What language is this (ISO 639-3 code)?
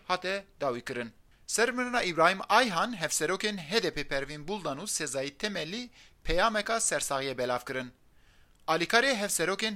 kur